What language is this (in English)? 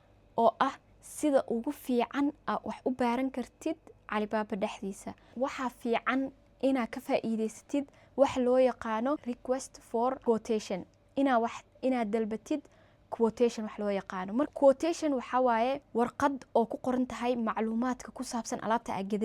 Somali